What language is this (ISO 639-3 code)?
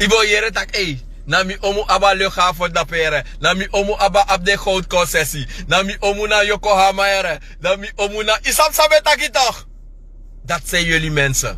srn